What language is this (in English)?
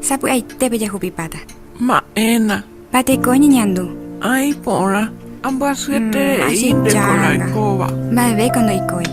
Guarani